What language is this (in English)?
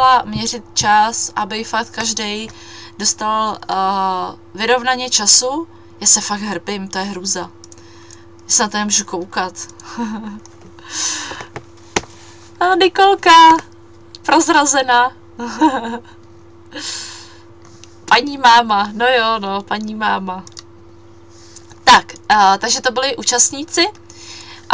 Czech